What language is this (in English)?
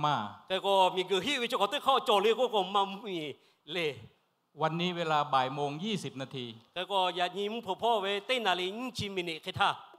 Lahu